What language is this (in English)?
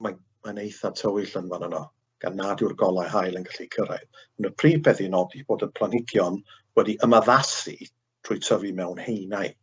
Welsh